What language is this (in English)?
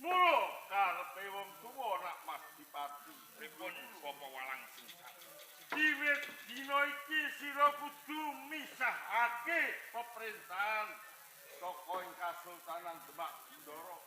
Javanese